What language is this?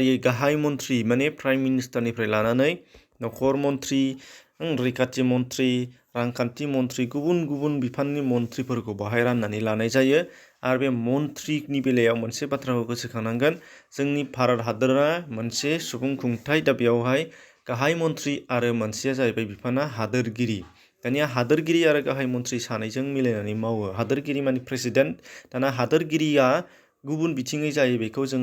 Bodo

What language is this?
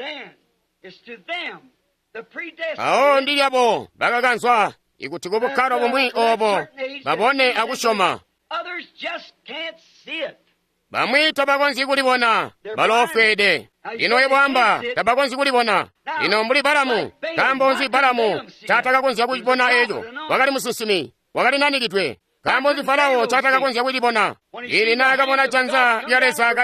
Tonga (Zambia)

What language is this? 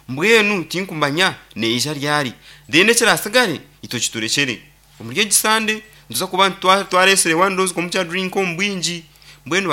Nyankole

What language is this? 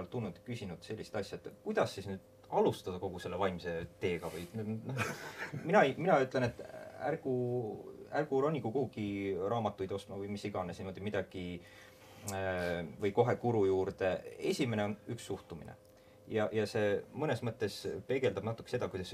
Estonian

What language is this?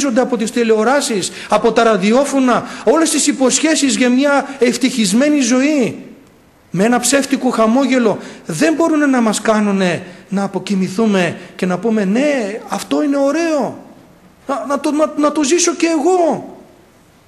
Greek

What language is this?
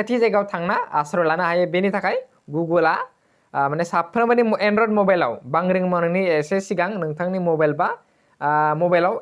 Bodo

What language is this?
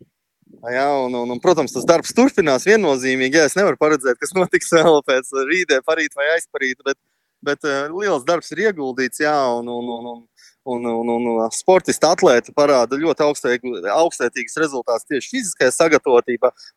Latvian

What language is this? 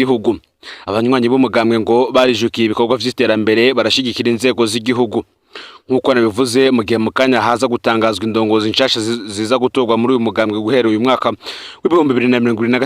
Rundi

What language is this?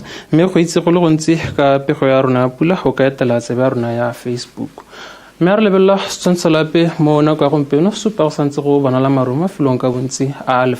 Tswana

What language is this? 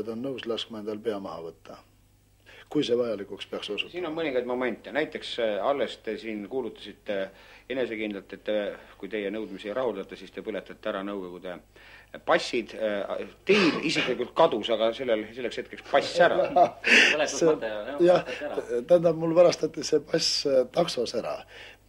Estonian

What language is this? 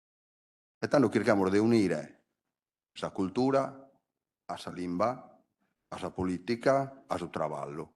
Sardinian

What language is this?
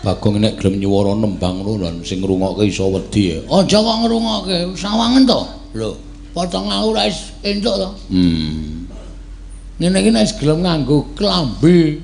Javanese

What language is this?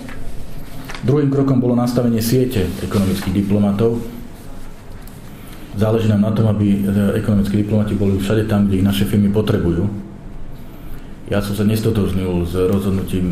Slovak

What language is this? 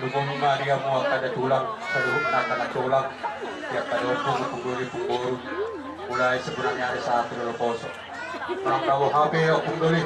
Batak Toba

